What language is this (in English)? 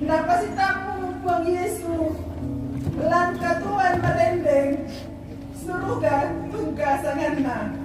Toraja-Sa'dan